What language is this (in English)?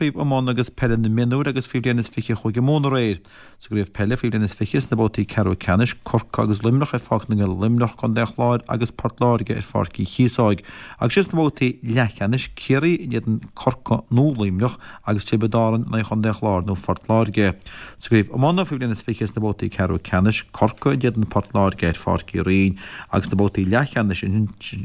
Irish